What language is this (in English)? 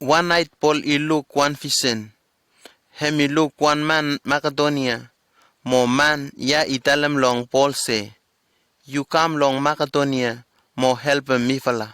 Bislama